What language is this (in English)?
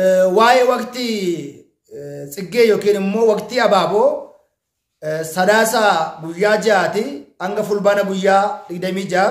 Oromo